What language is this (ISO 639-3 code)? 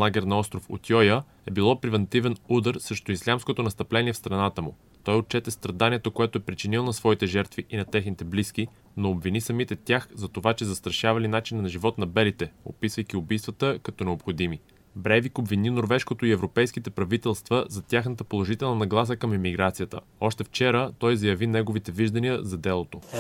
bul